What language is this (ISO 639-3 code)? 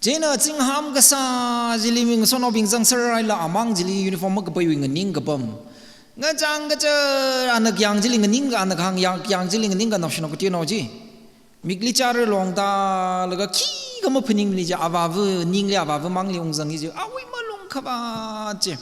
nmf